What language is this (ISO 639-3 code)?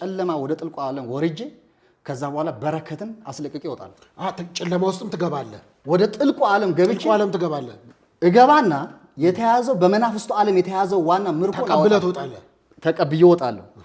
amh